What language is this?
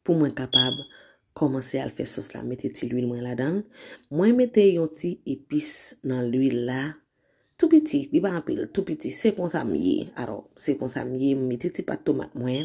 Haitian Creole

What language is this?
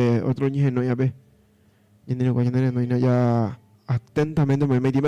Guarani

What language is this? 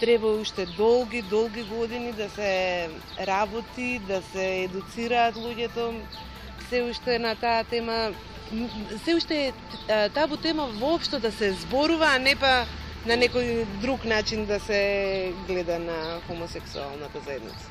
Macedonian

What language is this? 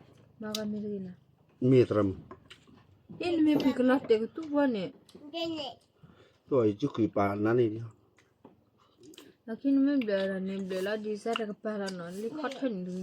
S'gaw Karen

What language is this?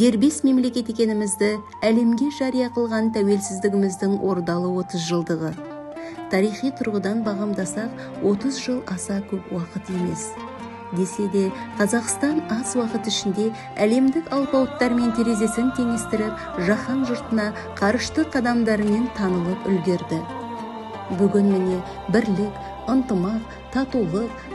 Kazakh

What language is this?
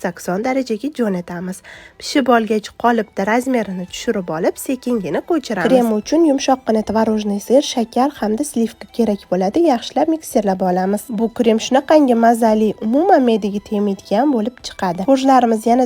Uzbek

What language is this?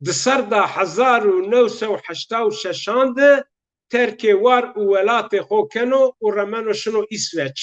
Zaza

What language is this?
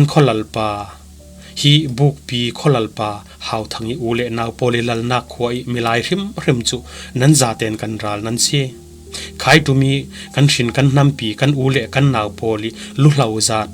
Falam Chin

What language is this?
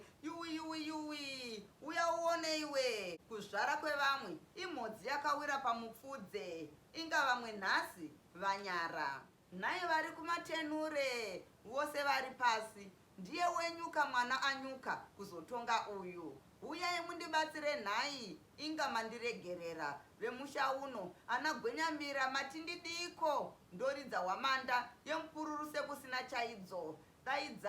Shona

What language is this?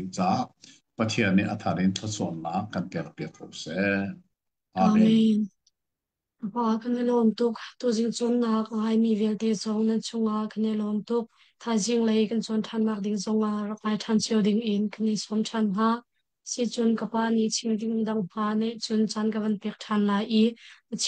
Hakha Chin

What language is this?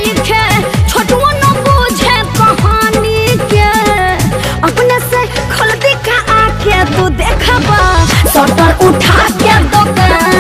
Bhojpuri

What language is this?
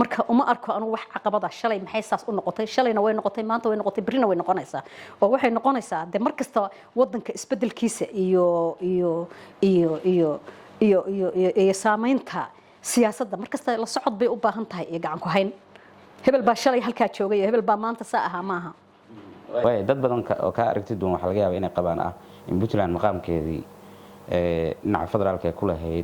Somali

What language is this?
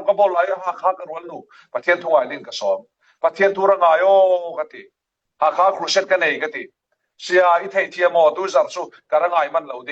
Falam Chin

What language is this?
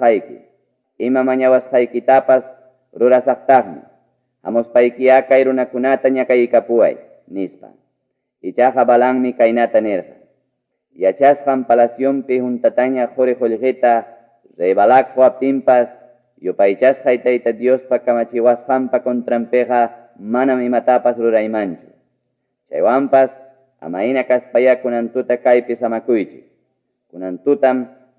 Ayacucho Quechua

